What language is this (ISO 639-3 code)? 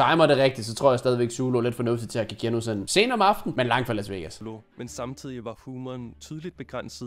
dan